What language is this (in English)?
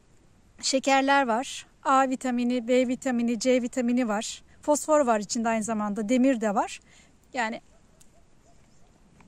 Turkish